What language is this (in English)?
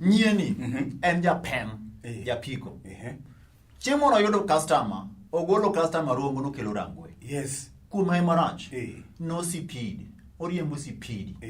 Luo (Kenya and Tanzania)